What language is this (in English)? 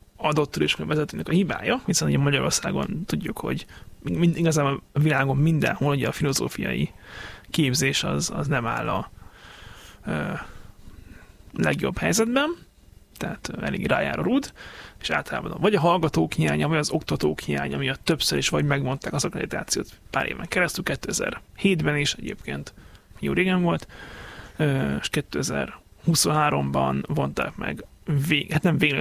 Hungarian